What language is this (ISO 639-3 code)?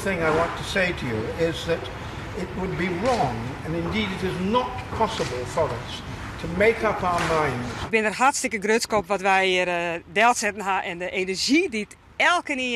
fry